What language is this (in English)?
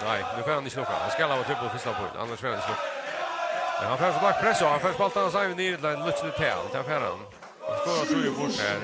Faroese